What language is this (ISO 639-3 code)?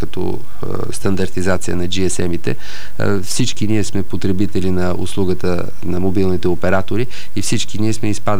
bul